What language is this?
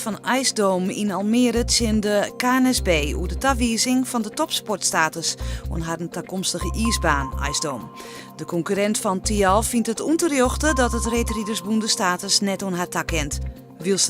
Western Frisian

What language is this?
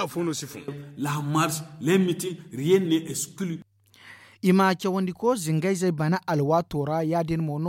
Zarma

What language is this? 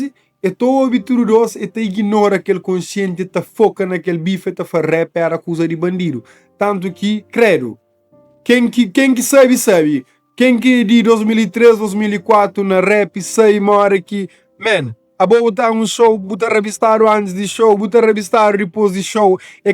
Kabuverdianu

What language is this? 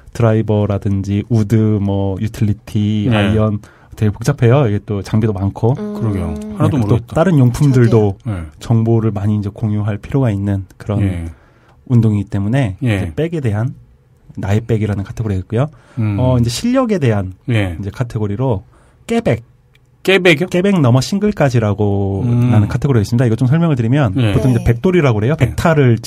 Korean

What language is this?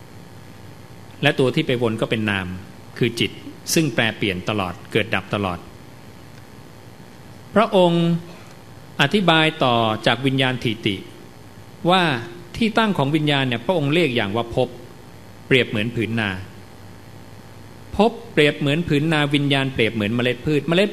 Thai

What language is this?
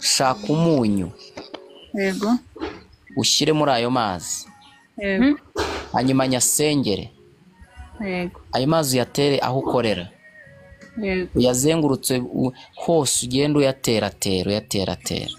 Kinyarwanda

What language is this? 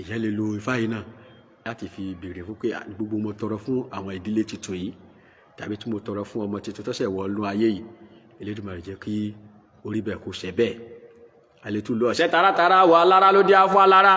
Yoruba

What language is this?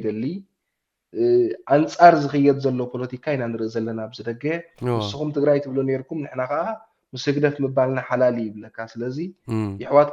Tigrinya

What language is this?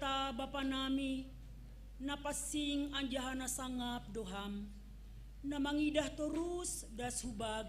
Batak Simalungun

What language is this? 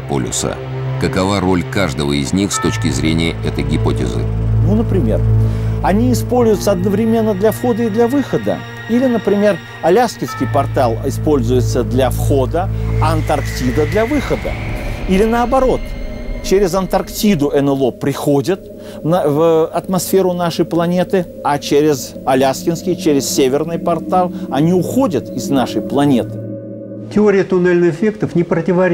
Russian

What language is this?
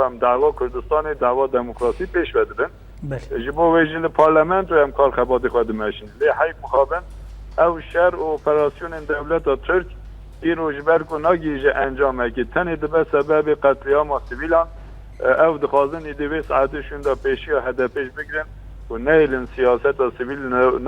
Kurdish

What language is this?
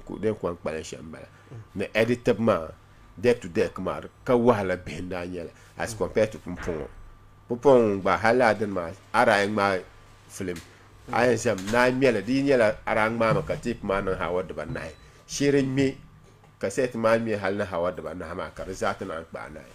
Dagbani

